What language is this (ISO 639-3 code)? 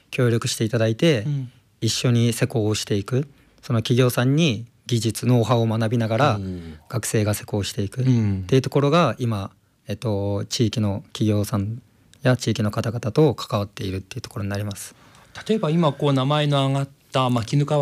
jpn